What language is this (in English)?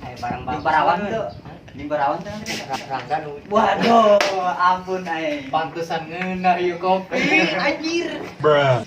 Sundanese